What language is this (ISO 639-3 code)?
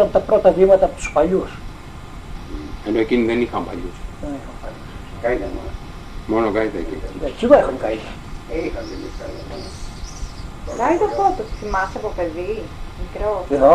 ell